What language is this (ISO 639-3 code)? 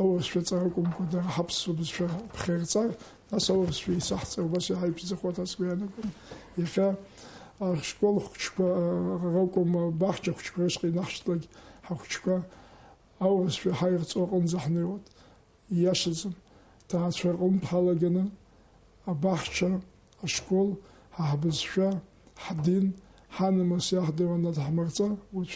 abk